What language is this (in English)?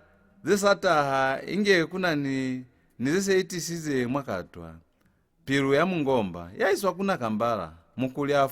Lozi